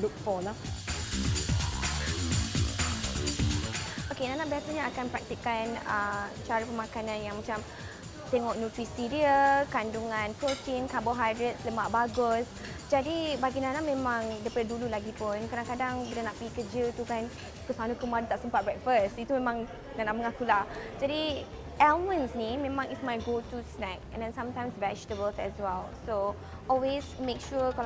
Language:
Malay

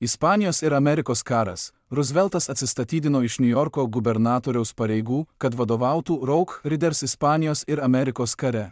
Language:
Lithuanian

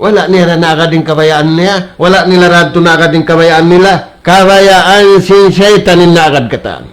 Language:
Tausug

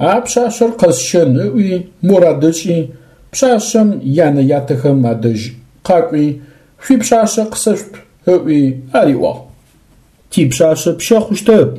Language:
Adyghe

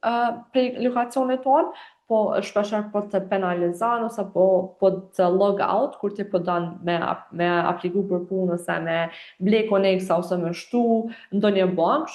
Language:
Albanian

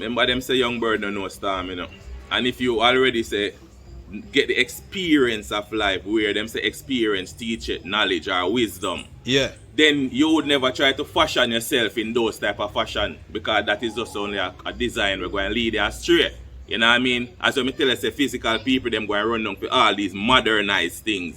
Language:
Jamaican Creole English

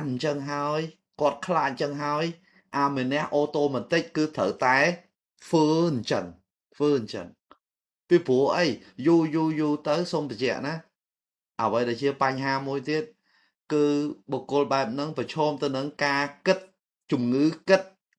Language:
Khmer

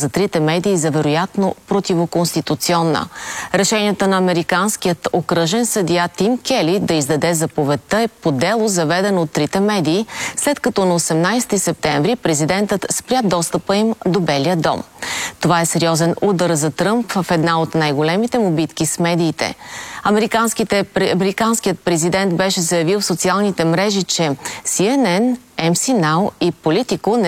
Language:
Bulgarian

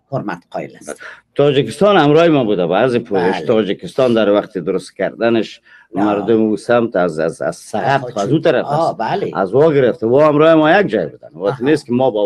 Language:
Persian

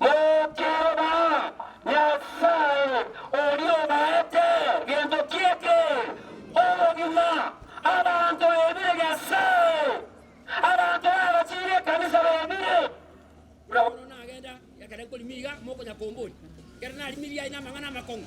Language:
Gusii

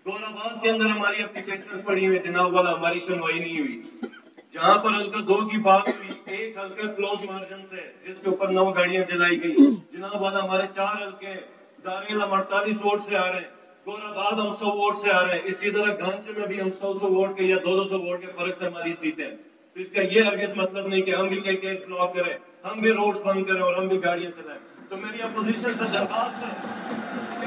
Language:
Urdu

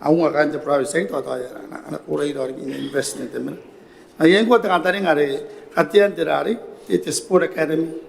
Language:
Gilbertese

